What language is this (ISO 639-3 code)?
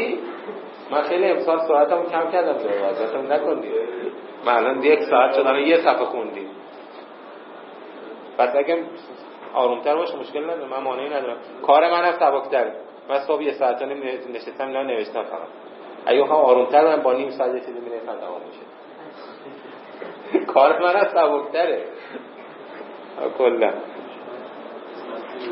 fas